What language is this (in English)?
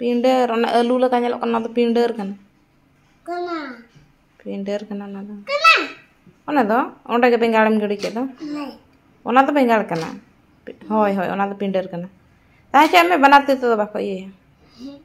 Santali